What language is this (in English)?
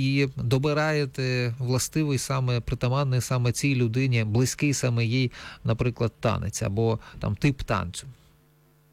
Ukrainian